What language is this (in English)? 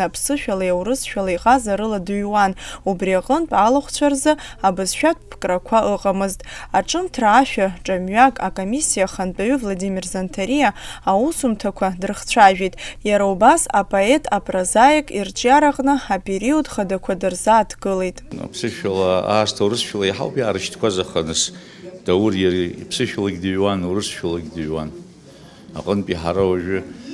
Abkhazian